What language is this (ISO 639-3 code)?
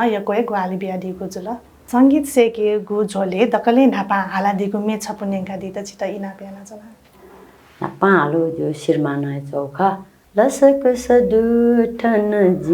new